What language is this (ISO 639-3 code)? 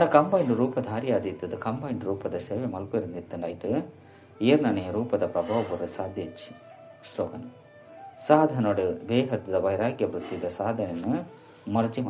tcy